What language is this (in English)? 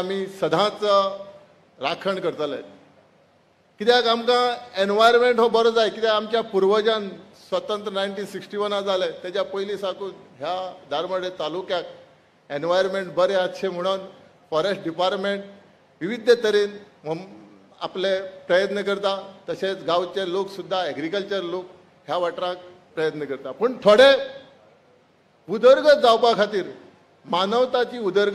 Konkani